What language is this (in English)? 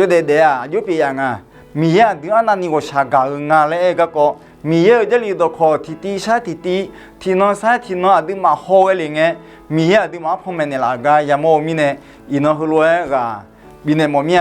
Akha